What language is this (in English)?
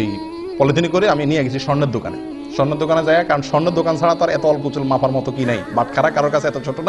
Bangla